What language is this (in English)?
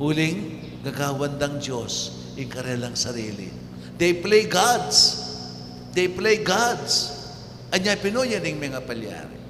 Pampanga